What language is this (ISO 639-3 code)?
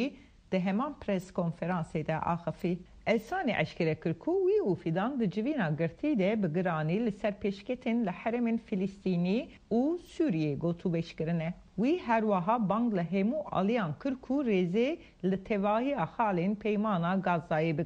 kur